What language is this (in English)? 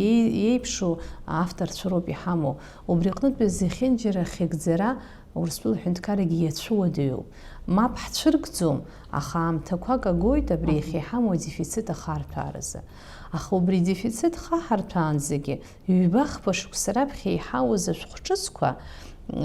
Abkhazian